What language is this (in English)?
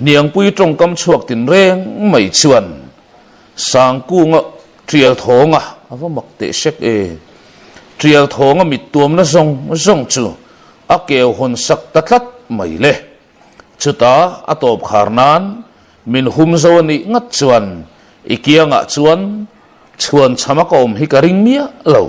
Mizo